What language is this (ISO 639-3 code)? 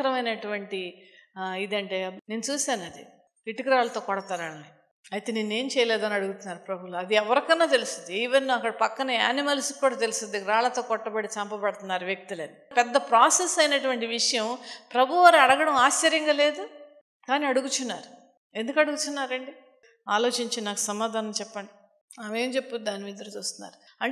tel